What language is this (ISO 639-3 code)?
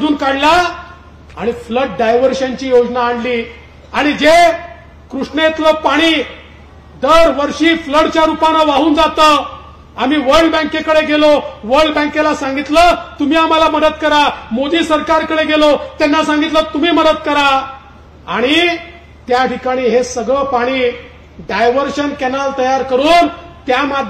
mar